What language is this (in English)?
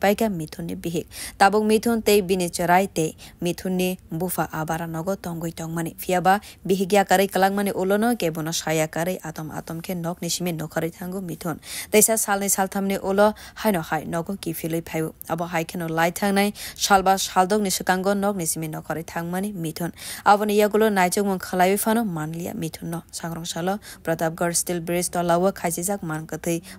Kok Borok